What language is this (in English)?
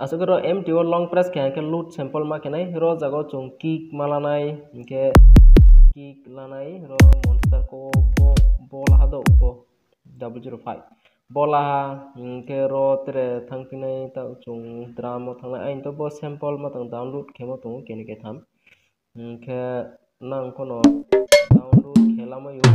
Kok Borok